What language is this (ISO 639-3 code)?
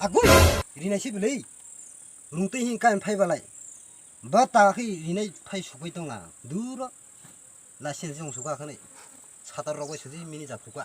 trp